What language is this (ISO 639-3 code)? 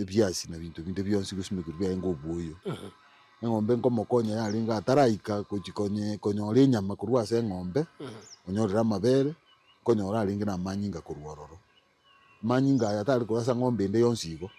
guz